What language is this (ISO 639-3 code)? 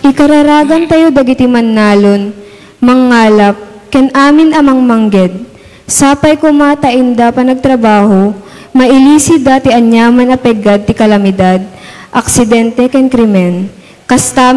ilo